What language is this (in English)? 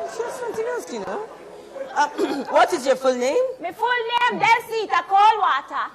Jamaican Creole English